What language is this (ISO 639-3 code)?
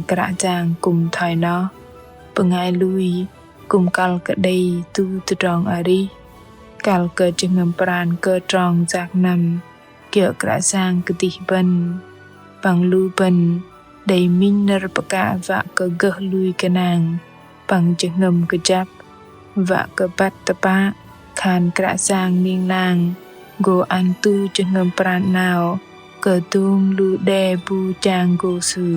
bdq